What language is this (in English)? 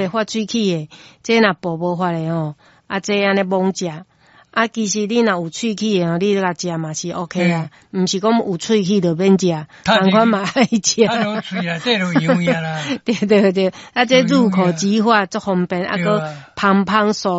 Min Nan Chinese